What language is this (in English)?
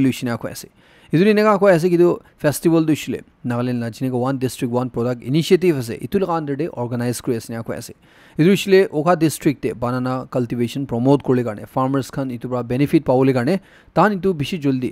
Naga Pidgin